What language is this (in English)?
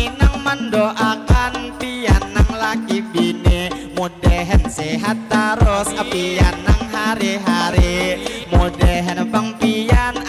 Banjar